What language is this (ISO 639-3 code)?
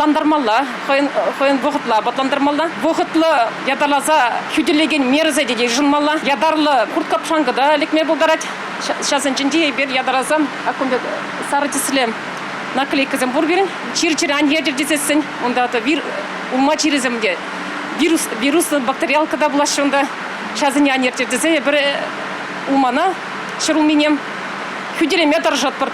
chv